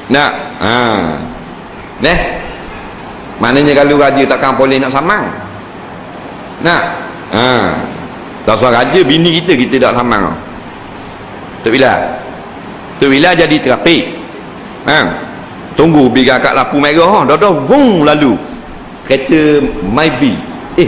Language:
Malay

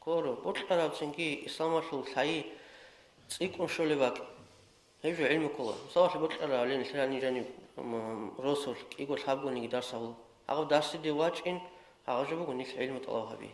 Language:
Avaric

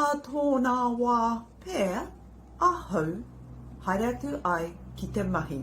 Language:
Māori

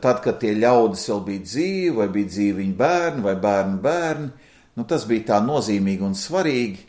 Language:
Latvian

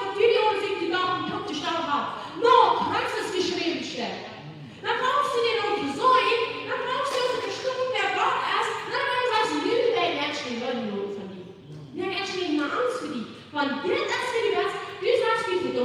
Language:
Plautdietsch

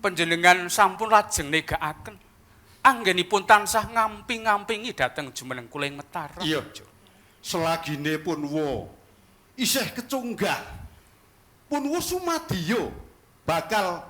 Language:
Javanese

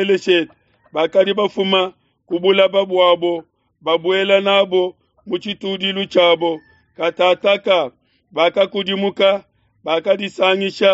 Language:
Luba-Lulua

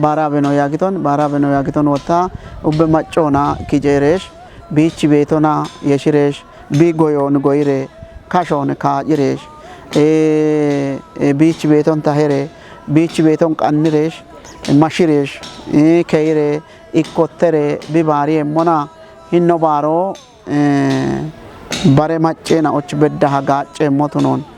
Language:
Kafa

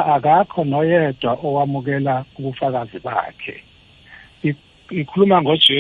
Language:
South Ndebele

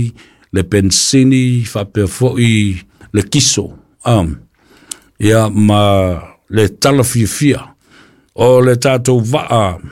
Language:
Samoan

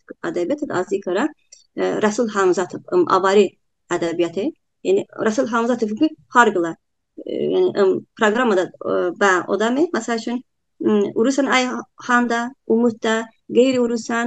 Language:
Talysh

